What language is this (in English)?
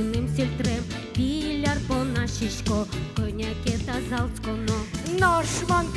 Udmurt